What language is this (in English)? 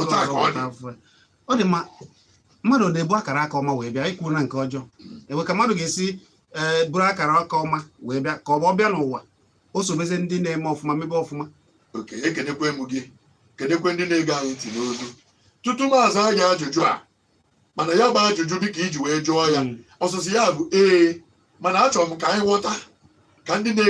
Igbo